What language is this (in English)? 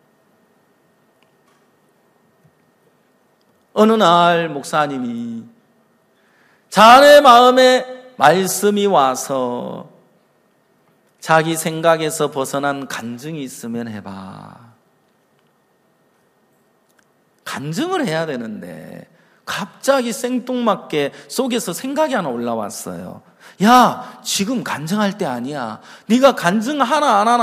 Korean